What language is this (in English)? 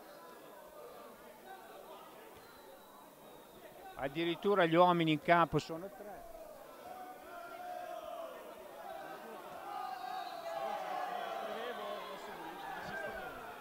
Italian